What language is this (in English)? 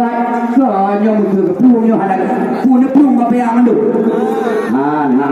Achinese